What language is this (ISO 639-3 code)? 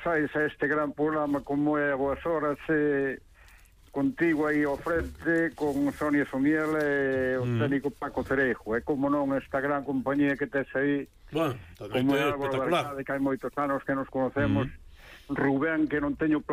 glg